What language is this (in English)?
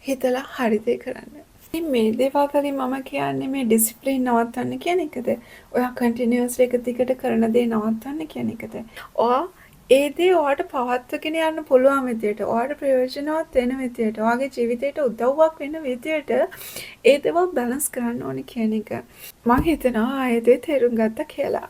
Sinhala